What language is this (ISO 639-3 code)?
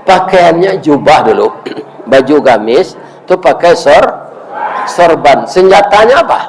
min